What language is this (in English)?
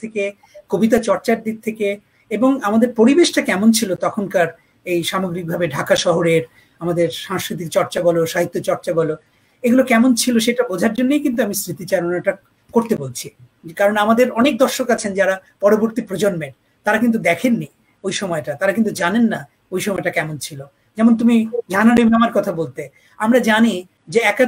Bangla